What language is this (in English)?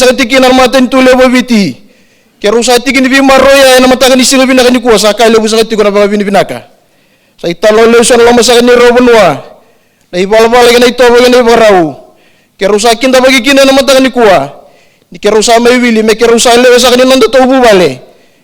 Fijian